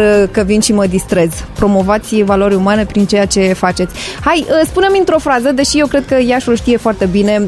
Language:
Romanian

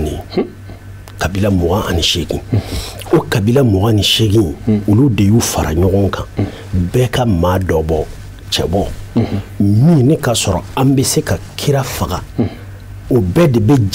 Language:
Bambara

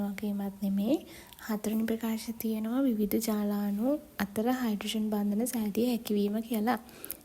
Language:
Sinhala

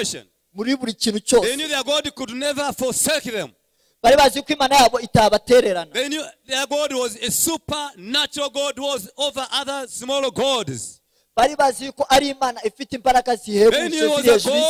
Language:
Kinyarwanda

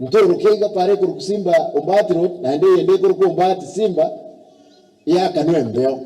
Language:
Gusii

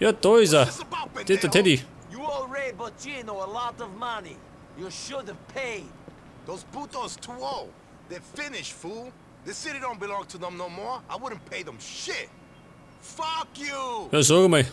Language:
Bavarian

